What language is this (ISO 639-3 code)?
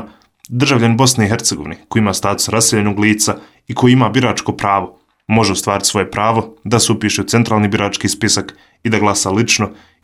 bos